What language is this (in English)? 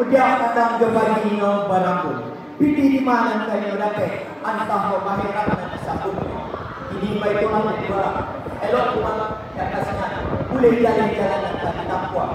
Minangkabau